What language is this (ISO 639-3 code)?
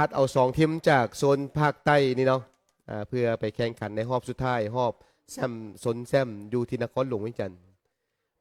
lao